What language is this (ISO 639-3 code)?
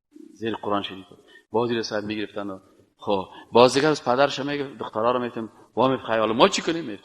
fas